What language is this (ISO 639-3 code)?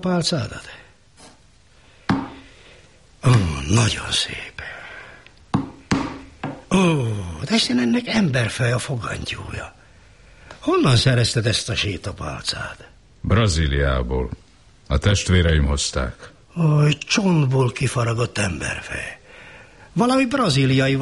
hun